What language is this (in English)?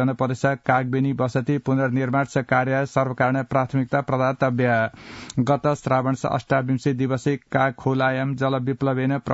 Sanskrit